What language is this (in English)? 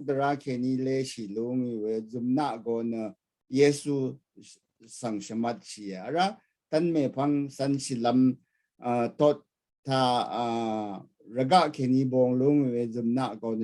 Rawang